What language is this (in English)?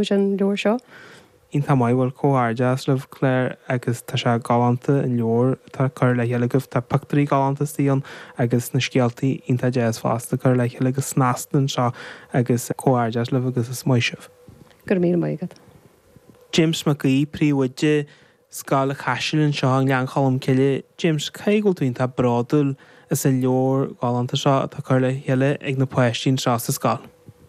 Irish